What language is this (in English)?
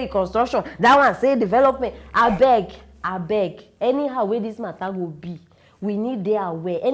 Nigerian Pidgin